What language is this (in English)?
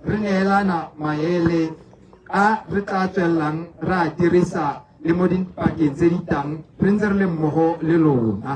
Tswana